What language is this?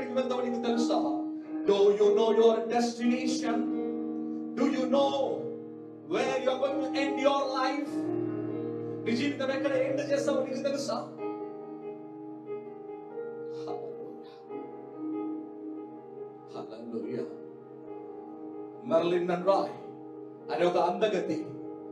Telugu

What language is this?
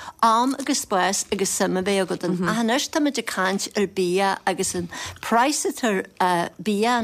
Irish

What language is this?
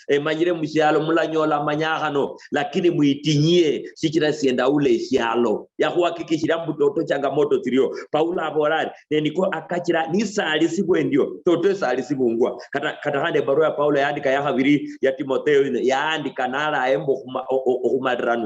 Luyia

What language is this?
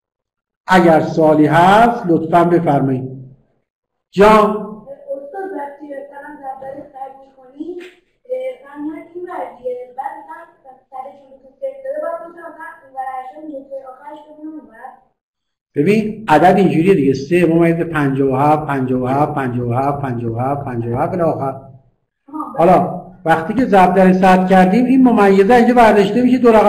Persian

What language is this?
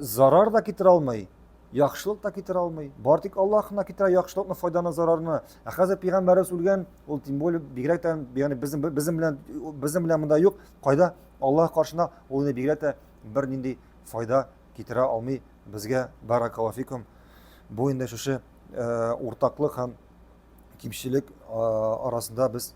Tatar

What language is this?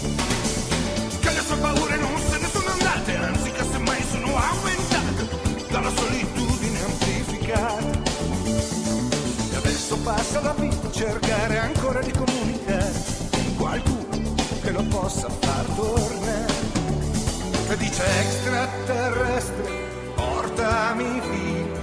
Italian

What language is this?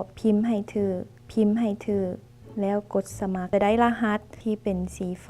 Lao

